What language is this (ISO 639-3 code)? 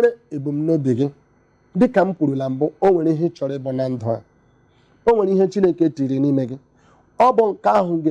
ibo